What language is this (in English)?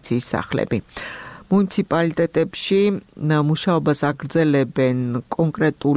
Georgian